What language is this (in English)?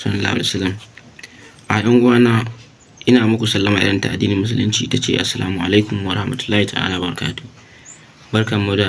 Hausa